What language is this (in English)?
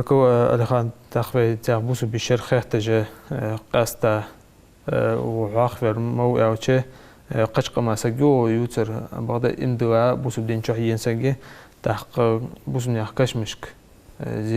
Ingush